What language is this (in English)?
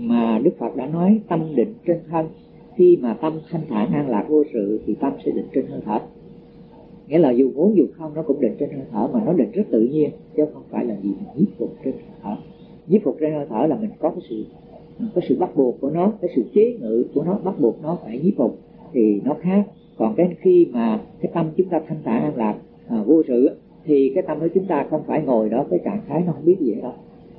Vietnamese